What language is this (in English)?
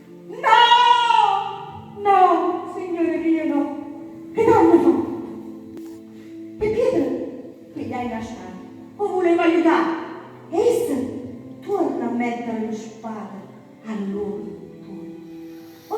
Neapolitan